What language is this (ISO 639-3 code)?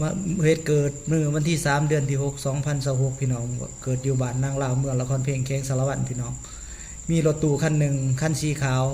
lao